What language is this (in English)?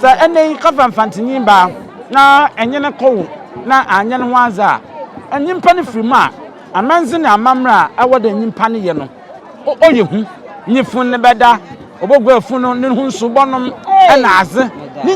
Akan